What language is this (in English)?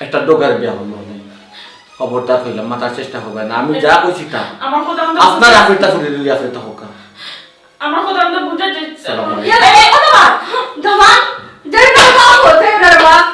Sylheti